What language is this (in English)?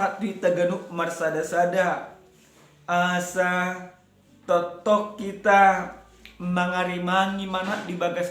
Batak Toba